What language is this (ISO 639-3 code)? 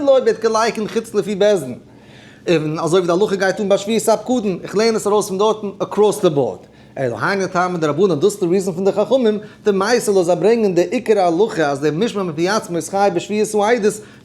yid